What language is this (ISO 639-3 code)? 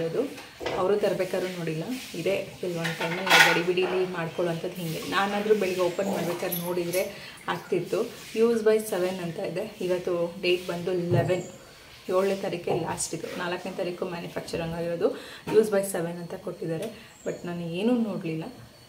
kan